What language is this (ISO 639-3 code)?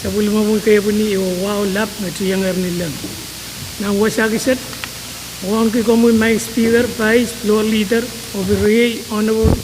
pon